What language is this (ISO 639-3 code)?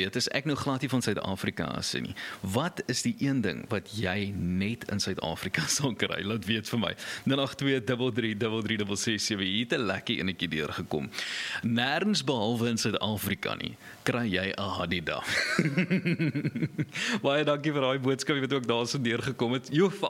afr